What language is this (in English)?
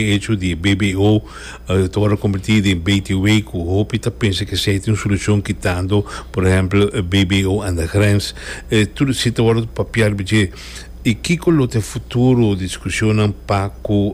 Papiamento